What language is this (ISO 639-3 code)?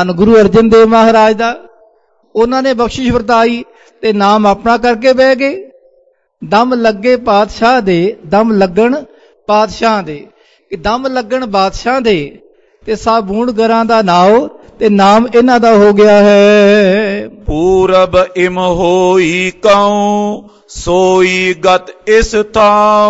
pan